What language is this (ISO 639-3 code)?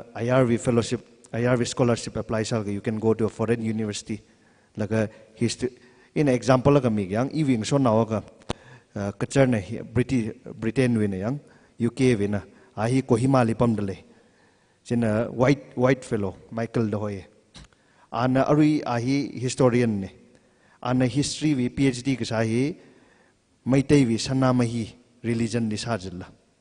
nmf